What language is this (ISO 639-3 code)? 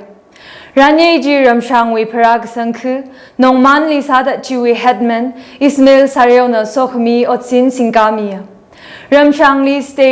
nmf